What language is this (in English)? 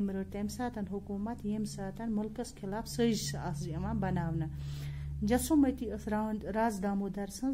Kashmiri